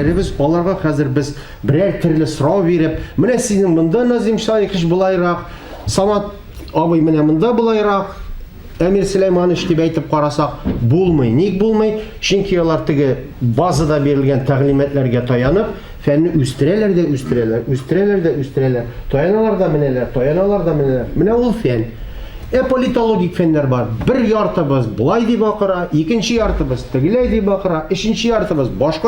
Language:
Tatar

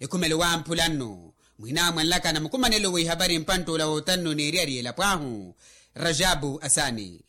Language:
Makhuwa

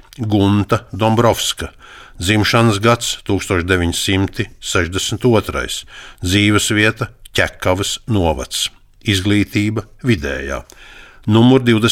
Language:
Latvian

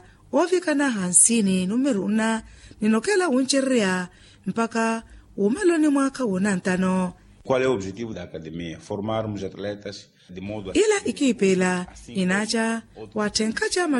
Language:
Makhuwa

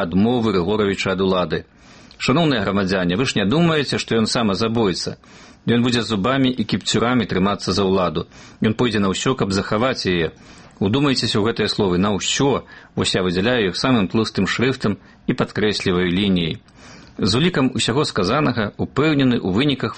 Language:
Belarusian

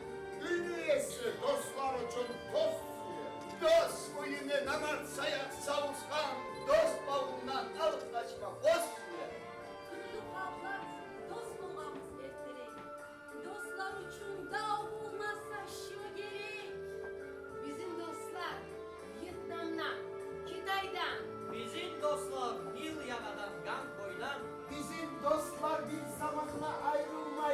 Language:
Kumyk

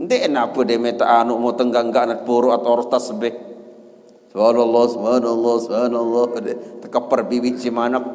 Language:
Sasak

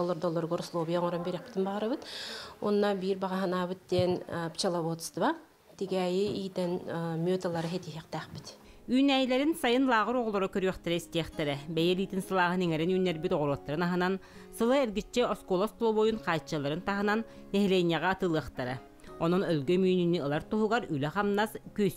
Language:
Yakut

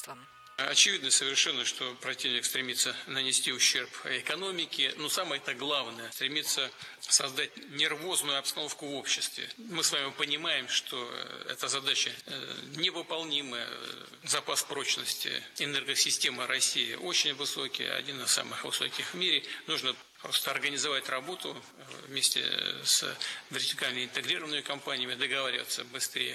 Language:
Russian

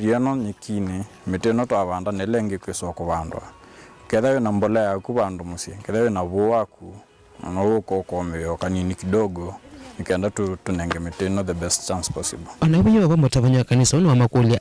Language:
Kamba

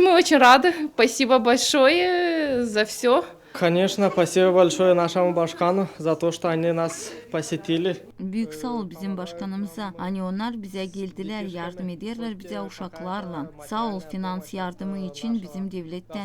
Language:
Gagauz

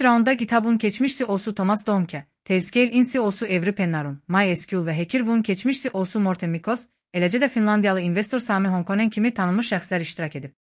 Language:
Azerbaijani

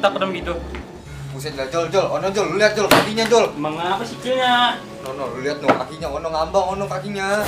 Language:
Betawi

